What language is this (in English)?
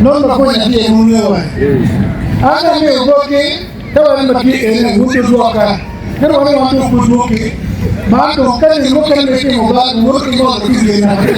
Acoli